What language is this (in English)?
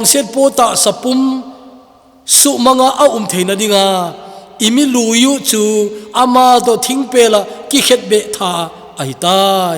Thado Chin